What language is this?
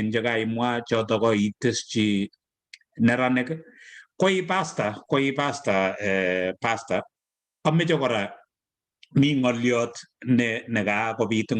Kalenjin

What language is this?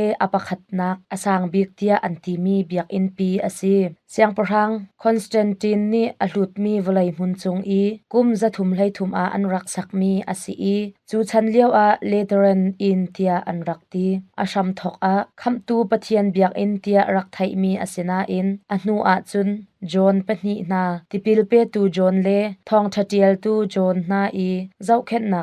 Hakha Chin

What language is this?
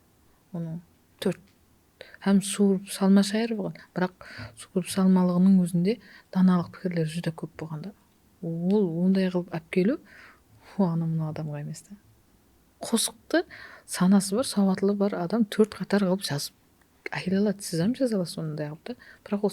Kara-Kalpak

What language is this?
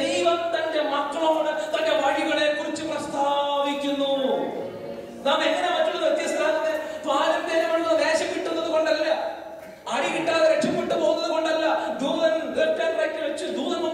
Malayalam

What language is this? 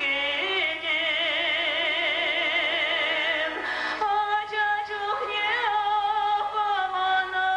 Chuvash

